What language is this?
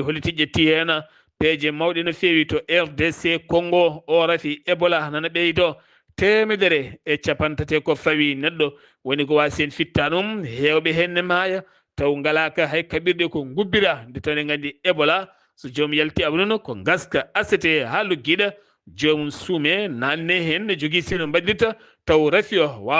Fula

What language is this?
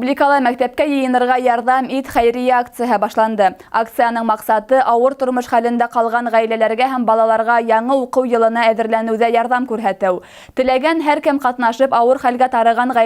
Bashkir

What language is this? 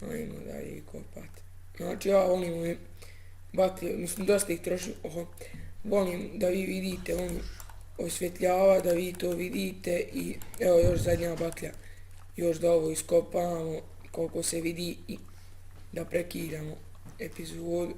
Bosnian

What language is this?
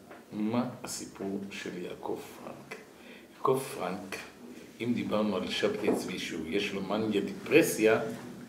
Hebrew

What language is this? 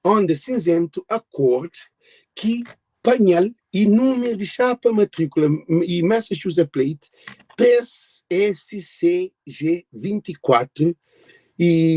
Kabuverdianu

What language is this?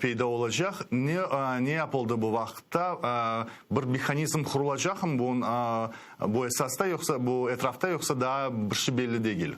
Crimean Tatar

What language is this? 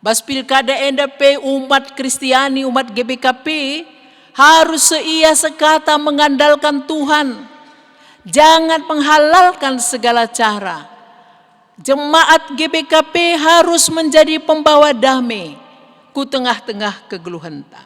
Batak Karo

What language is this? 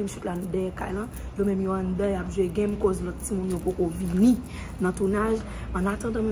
Haitian Creole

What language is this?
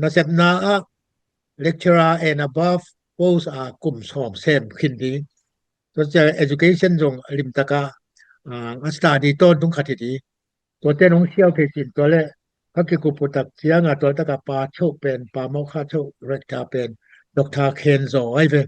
Tedim Chin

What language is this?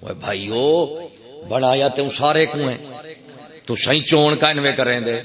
Saraiki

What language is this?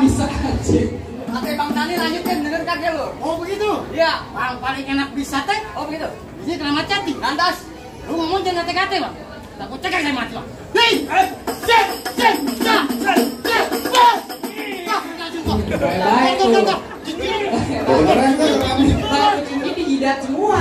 Betawi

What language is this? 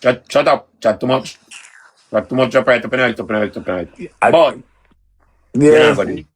Jamaican Creole English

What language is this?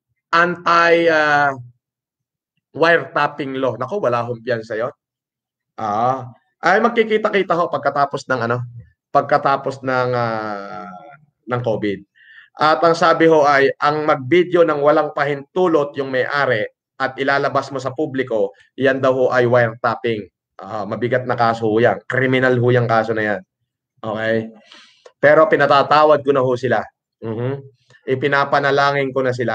Filipino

